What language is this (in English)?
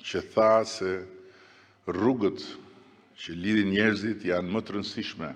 Albanian